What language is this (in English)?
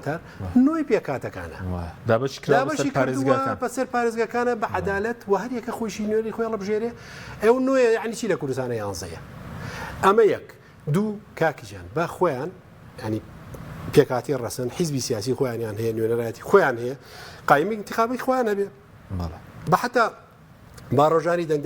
Central Kurdish